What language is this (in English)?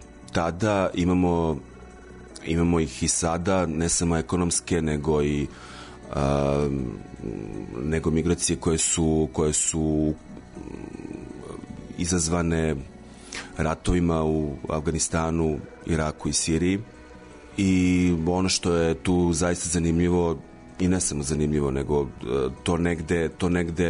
Serbian